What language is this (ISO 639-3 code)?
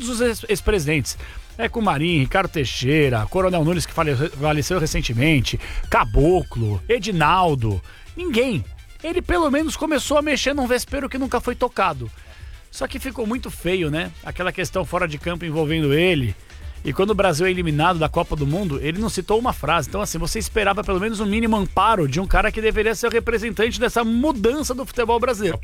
por